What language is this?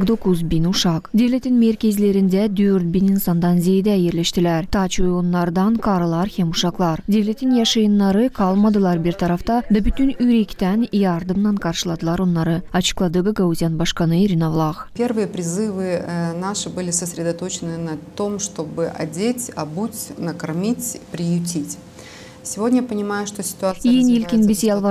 Gagauz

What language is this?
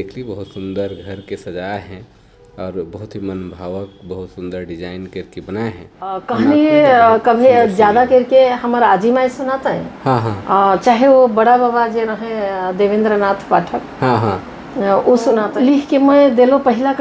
Sadri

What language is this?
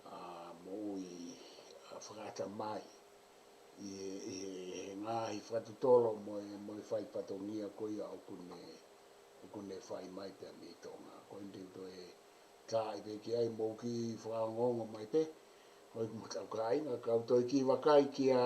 Tongan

